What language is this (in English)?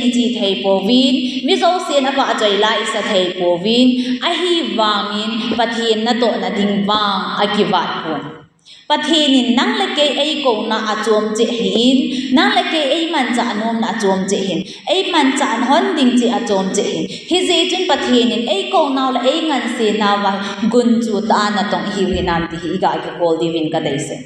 Thado Chin